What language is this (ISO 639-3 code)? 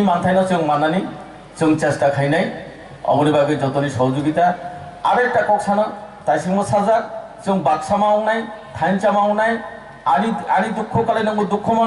trp